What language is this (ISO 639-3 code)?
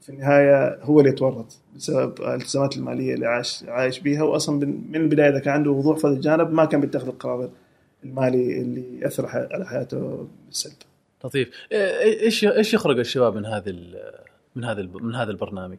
afb